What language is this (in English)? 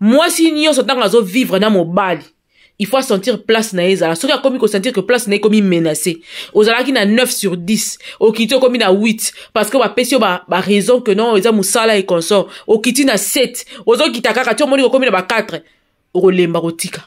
Lingala